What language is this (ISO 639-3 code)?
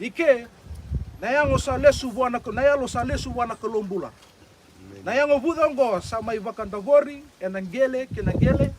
fij